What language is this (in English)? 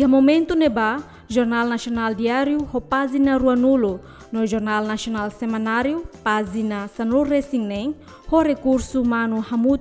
Tetum